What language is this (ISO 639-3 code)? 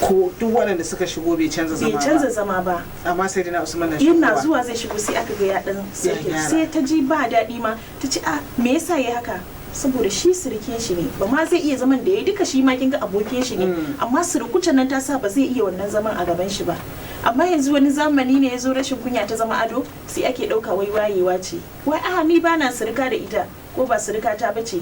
hau